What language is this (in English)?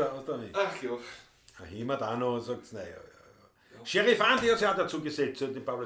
Bavarian